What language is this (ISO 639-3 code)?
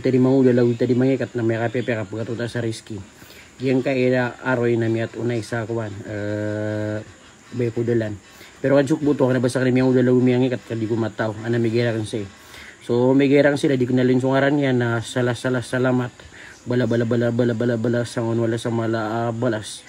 mrw